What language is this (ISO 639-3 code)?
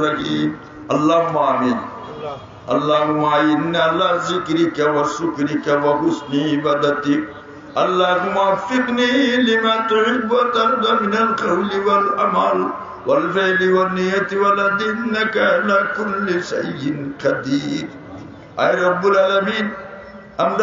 syl